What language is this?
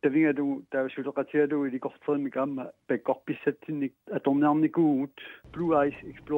Kalaallisut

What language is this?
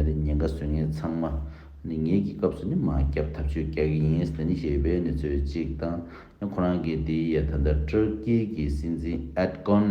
Tibetan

